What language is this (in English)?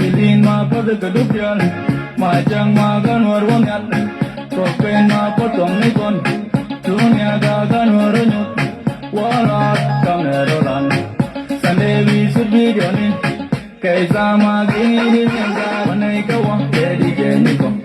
Nuer